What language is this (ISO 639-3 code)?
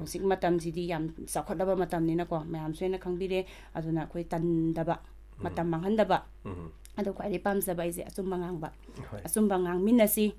mni